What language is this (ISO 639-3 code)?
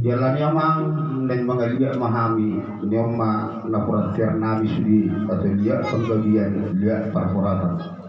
bbc